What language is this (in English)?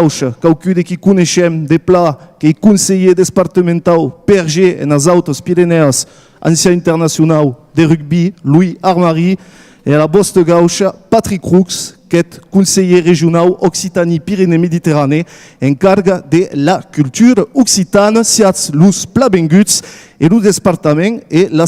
Occitan